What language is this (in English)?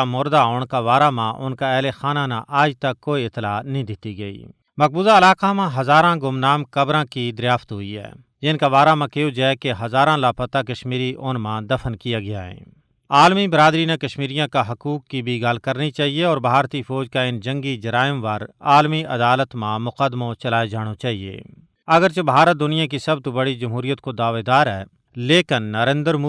Gujari